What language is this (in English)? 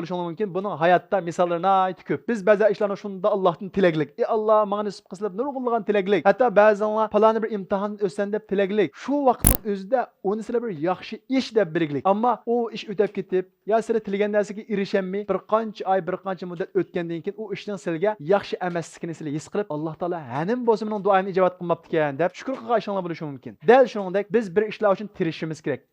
Uyghur